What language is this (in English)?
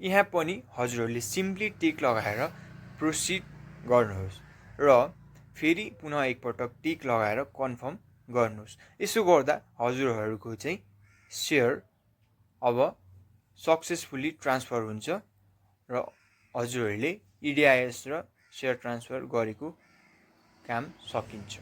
Nepali